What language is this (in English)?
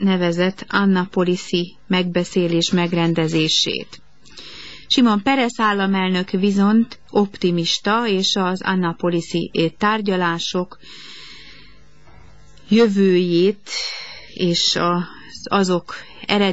Hungarian